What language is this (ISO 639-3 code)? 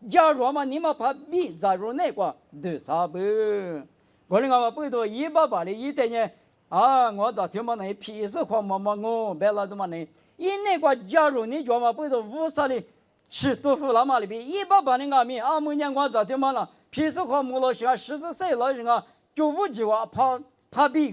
lis